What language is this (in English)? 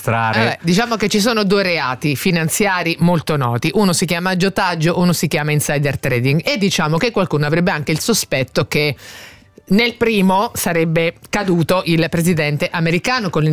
Italian